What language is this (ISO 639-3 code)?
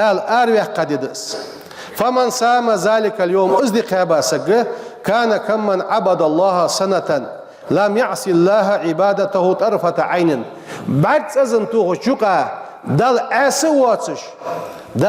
inh